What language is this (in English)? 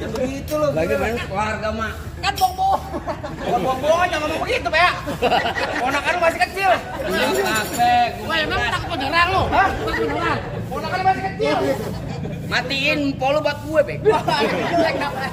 Betawi